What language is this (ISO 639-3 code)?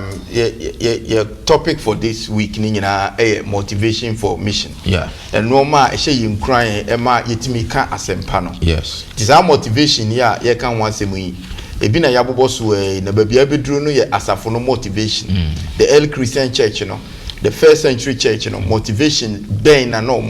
aka